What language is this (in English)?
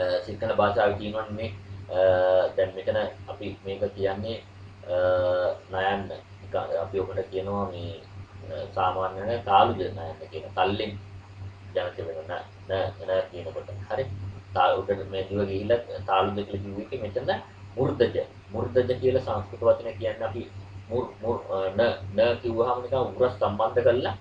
Sinhala